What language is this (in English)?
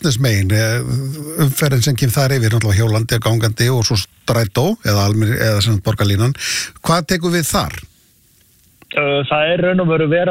Icelandic